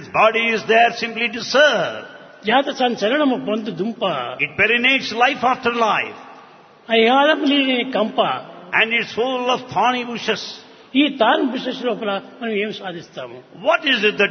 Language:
Telugu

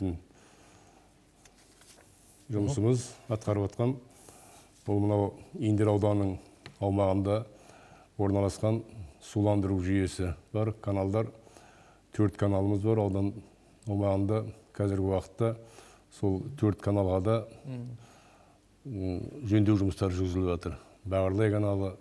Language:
Kazakh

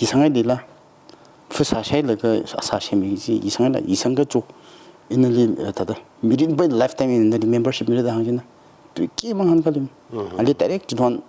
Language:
Tangkhul Naga (India)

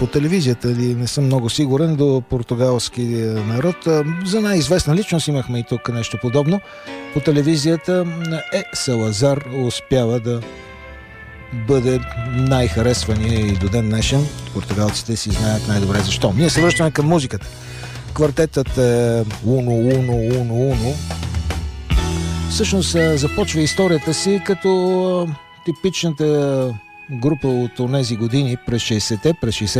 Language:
Bulgarian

